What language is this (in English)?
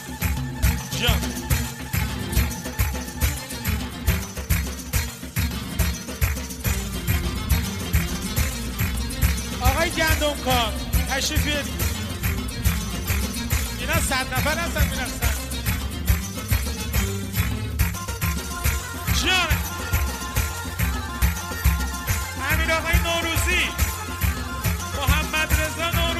Persian